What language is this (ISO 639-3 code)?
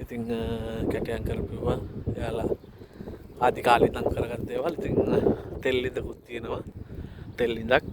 sin